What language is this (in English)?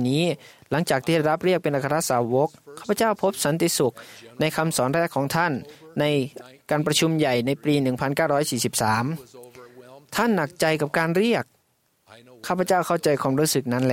Thai